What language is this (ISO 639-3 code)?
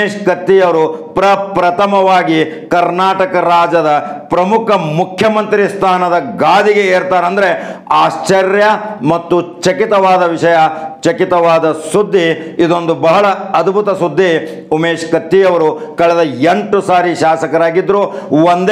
kan